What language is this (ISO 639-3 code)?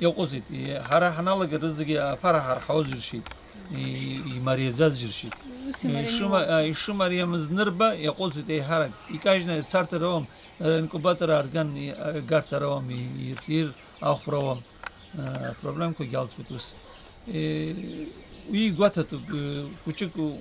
abk